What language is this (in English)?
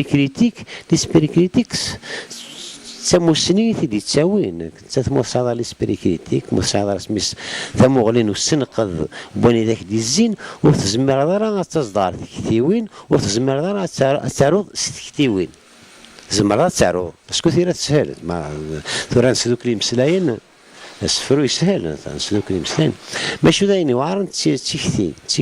Kabyle